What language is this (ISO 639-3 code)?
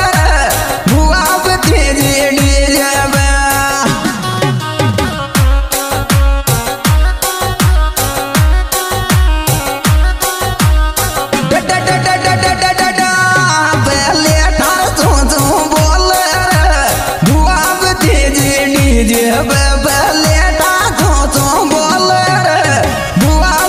hin